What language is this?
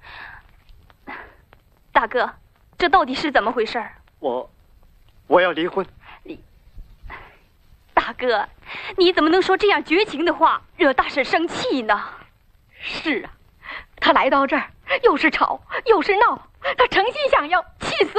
Chinese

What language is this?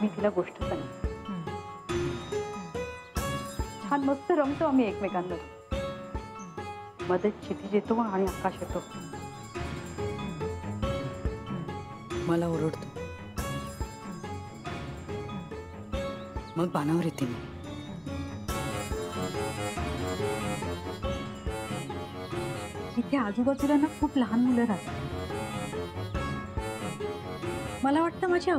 Marathi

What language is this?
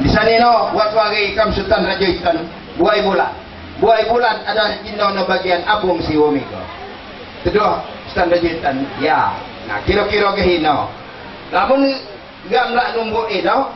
Lampung Nyo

